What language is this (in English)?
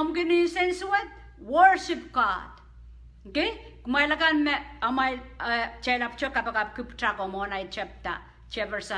Pohnpeian